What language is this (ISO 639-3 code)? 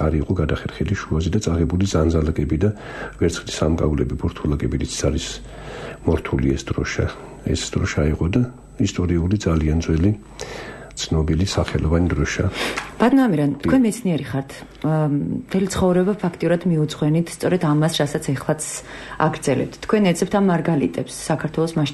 kat